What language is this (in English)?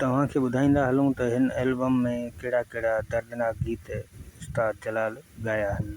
Sindhi